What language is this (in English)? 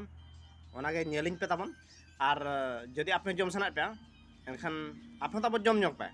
Santali